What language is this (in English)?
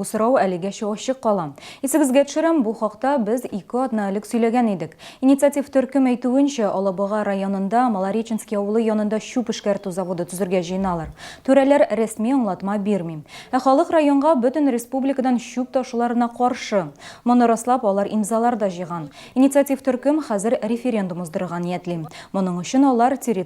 Tatar